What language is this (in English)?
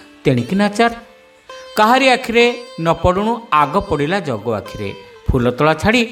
Odia